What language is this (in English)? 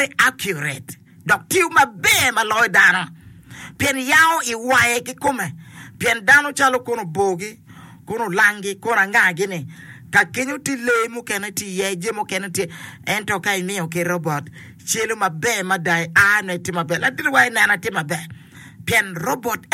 Acoli